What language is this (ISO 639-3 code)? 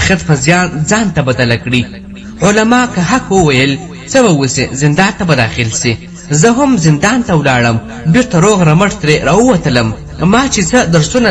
pus